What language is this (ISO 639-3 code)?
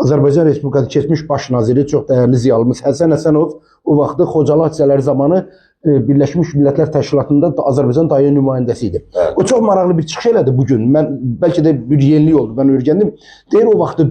aze